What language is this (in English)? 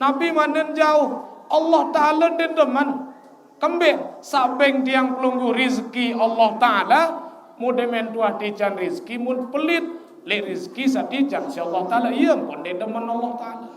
Sasak